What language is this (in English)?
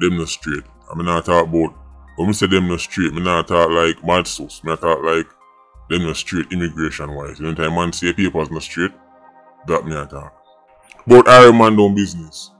Jamaican Creole English